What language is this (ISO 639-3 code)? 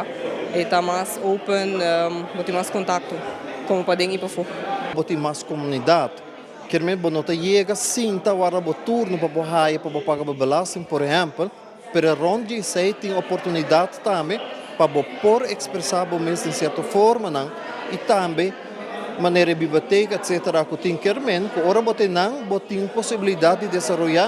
pap